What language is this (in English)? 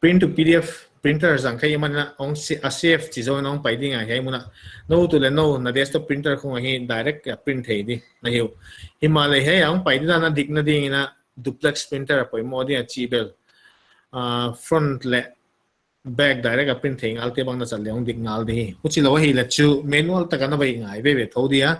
Paite Chin